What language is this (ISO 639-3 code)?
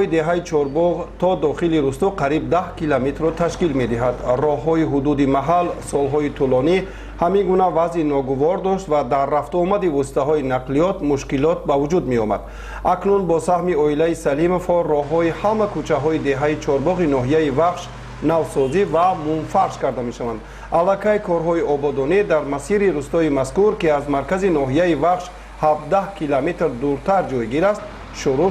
tgk